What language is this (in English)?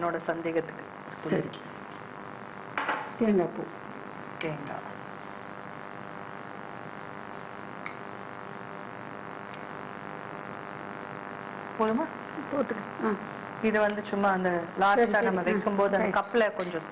Tamil